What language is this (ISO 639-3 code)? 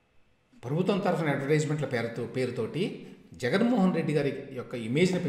tel